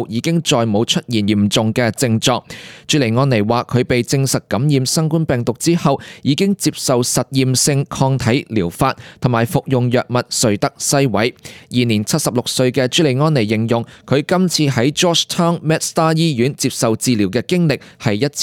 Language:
Cantonese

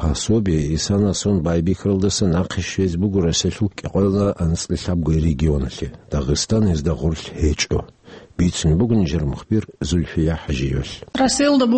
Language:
Avaric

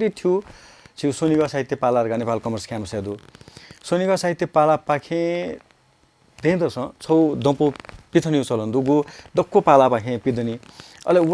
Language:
Newari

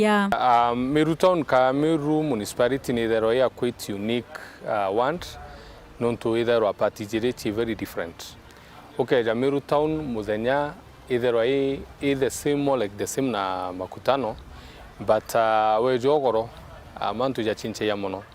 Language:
Meru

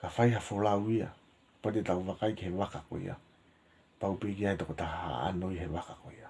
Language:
Tongan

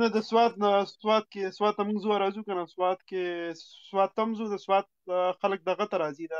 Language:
Pashto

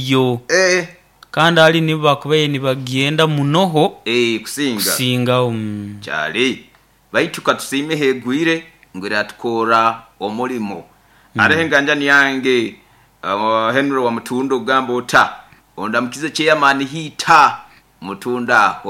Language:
Nyoro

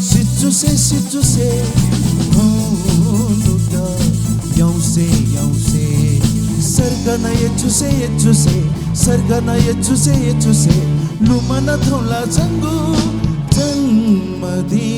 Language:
Newari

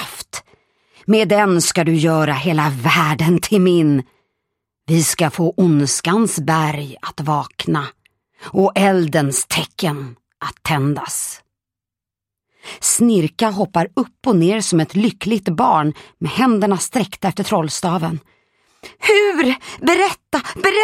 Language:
Swedish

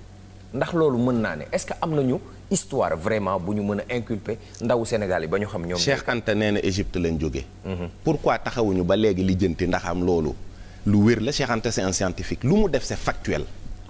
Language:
Wolof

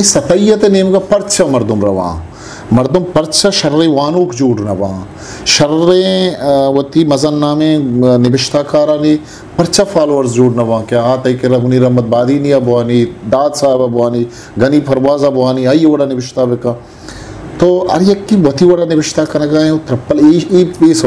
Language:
Baluchi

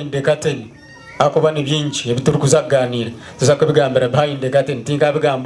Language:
Nyankole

